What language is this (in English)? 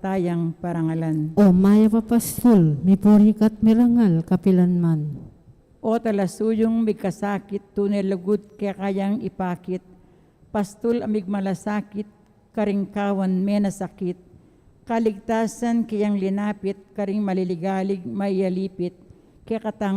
Pampanga